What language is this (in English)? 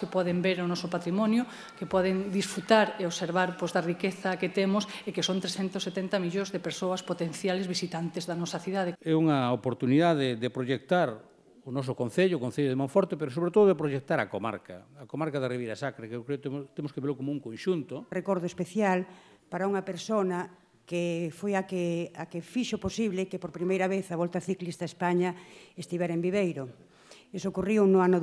Galician